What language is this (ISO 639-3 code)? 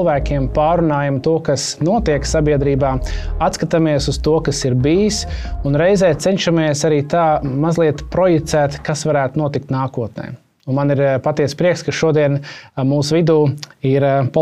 lav